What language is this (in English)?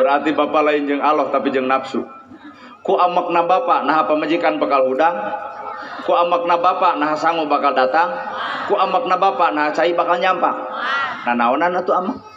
Sundanese